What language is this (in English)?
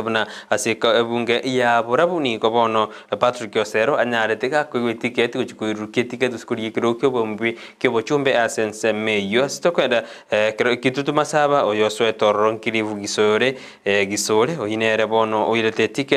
Gusii